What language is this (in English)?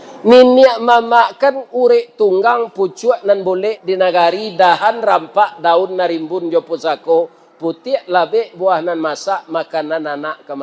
Minangkabau